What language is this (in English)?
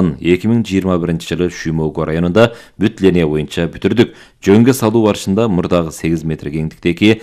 Kyrgyz